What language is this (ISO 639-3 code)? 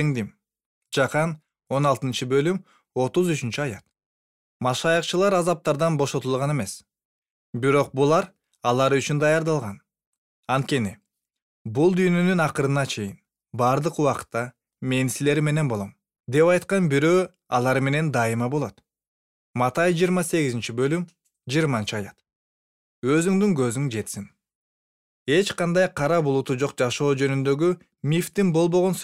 kir